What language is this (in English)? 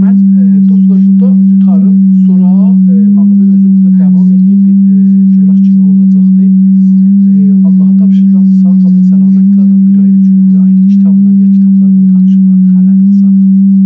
South Azerbaijani